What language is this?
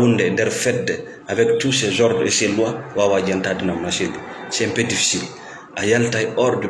Fula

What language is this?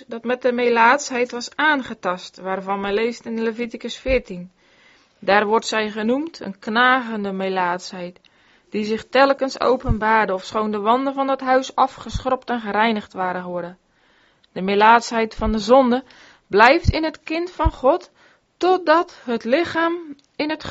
Dutch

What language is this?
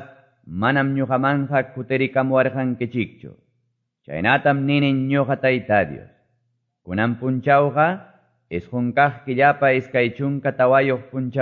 Quechua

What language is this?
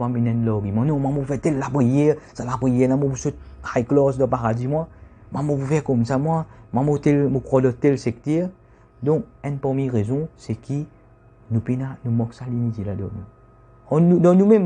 Morisyen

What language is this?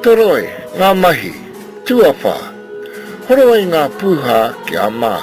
Māori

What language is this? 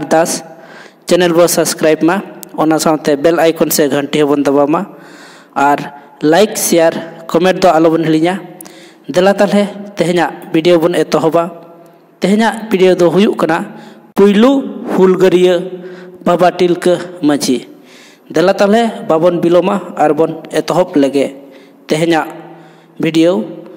Santali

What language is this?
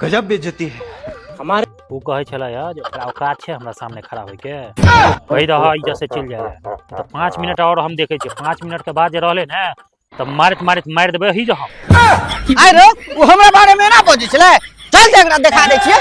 Maithili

